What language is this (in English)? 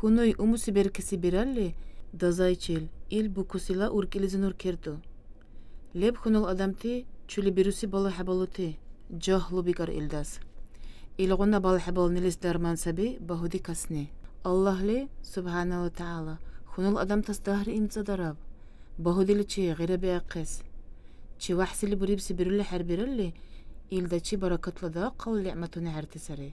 Dargwa